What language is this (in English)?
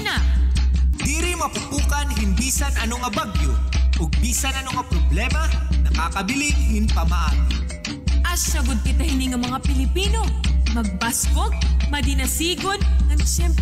Waray